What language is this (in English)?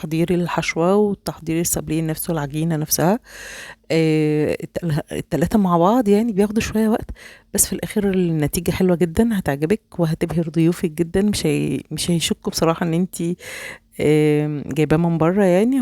Egyptian Arabic